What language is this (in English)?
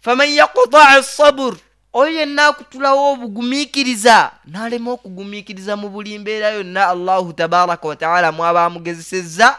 Nyoro